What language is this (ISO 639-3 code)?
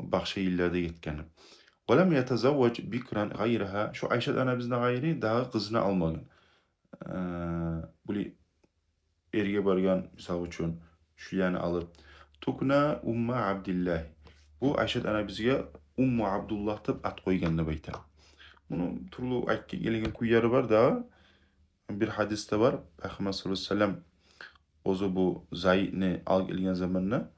kum